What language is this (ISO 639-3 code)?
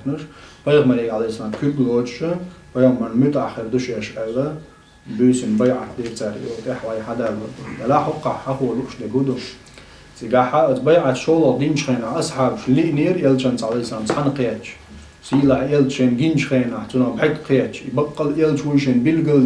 che